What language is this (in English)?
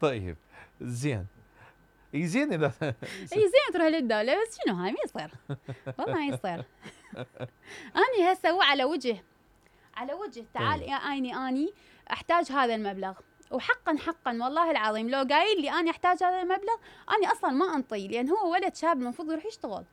Mesopotamian Arabic